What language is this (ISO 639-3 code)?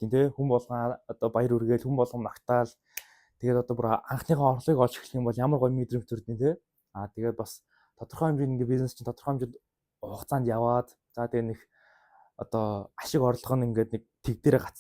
mon